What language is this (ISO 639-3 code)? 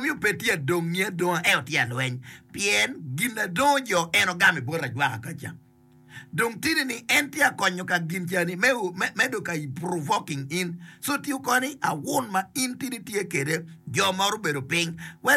ach